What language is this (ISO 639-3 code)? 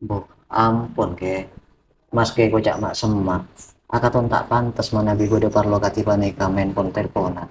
mad